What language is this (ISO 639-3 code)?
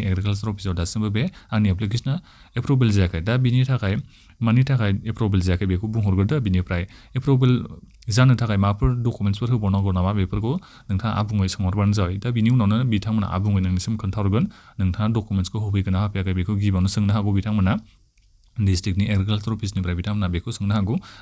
brx